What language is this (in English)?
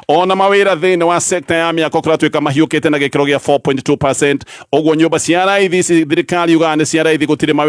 Kikuyu